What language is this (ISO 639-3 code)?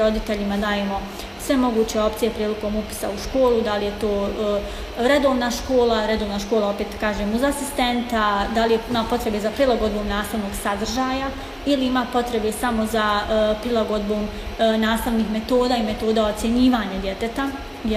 bos